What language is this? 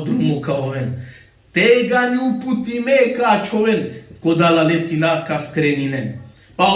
Balkan Romani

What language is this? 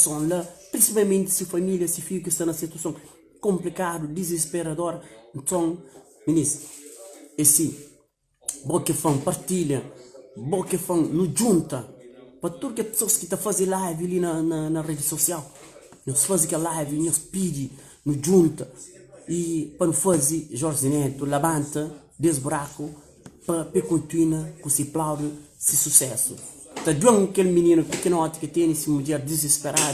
Kabuverdianu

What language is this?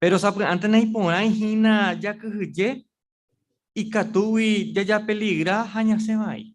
Guarani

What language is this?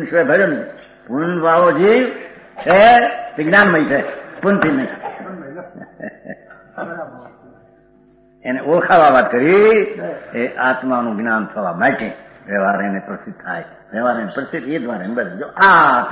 Gujarati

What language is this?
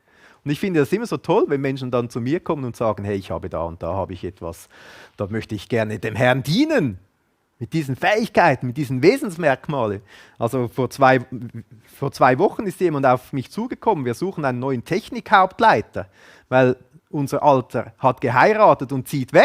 Swiss German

